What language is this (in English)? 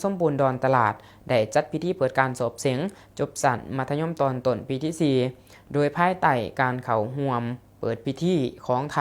Lao